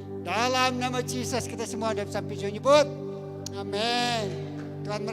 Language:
Iban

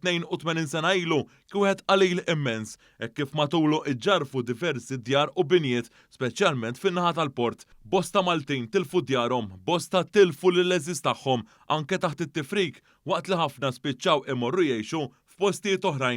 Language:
Maltese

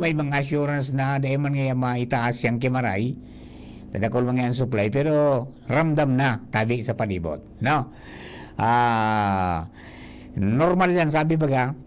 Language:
Bikol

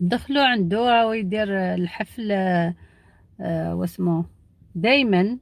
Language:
Algerian Arabic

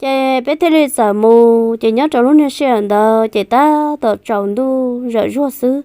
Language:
Hmong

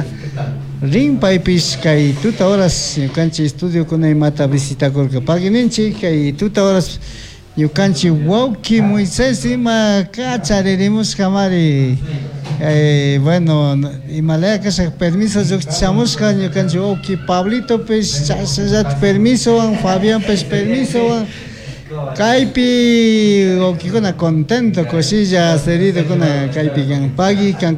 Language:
Chimborazo Highland Quichua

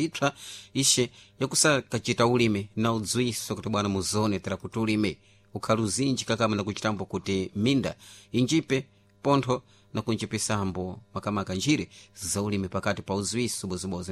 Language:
Sena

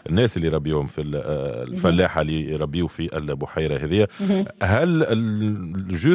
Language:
Tunisian Arabic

